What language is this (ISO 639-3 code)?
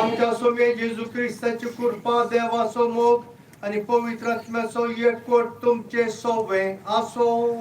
kok